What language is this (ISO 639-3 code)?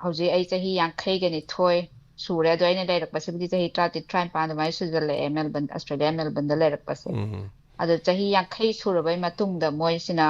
mni